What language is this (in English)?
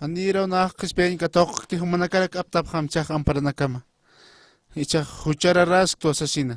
Aymara